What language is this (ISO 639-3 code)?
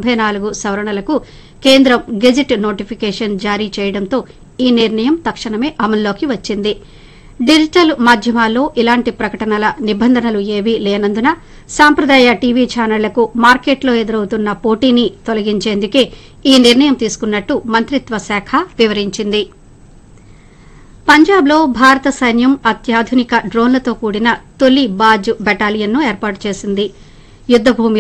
tel